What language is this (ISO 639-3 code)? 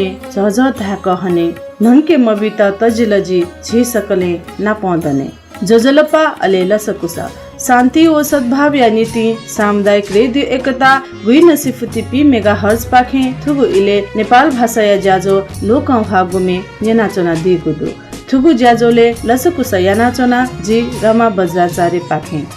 new